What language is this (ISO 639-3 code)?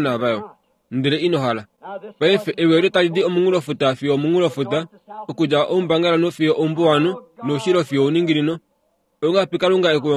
kua